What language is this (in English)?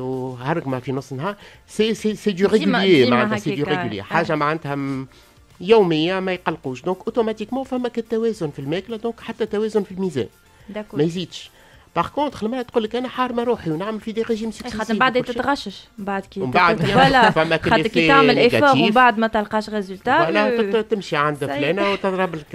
Tunisian Arabic